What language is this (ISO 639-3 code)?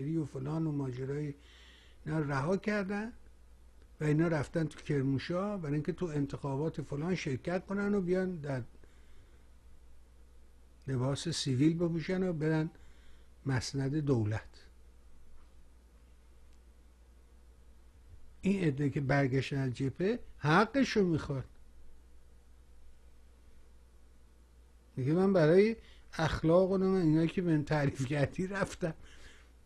fas